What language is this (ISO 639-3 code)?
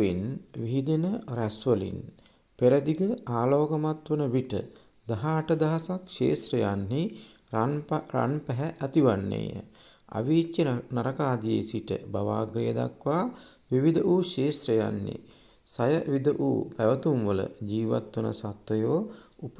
sin